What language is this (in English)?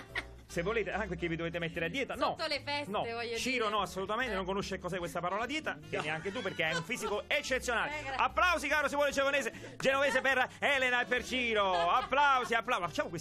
Italian